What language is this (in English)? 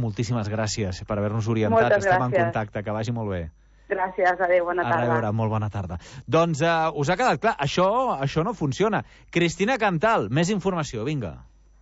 Catalan